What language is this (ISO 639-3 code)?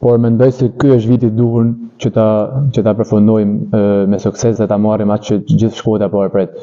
sqi